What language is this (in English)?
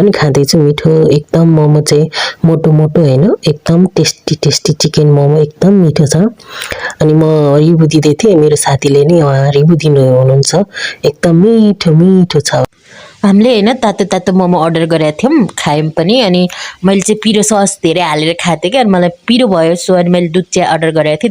Nepali